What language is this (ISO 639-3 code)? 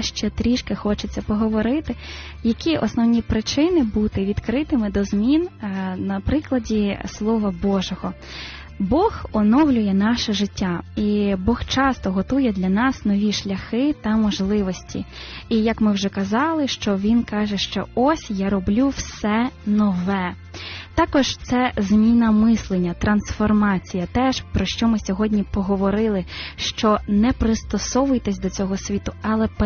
ukr